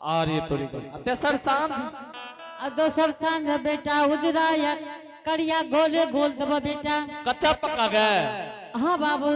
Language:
Angika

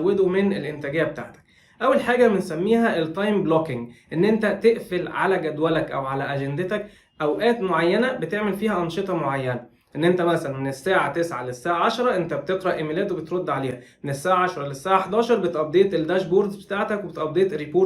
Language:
Egyptian Arabic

